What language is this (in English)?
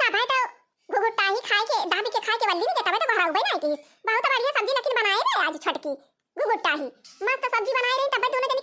Awadhi